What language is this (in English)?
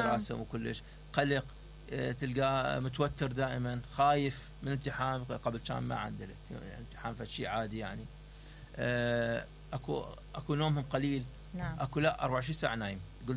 Mesopotamian Arabic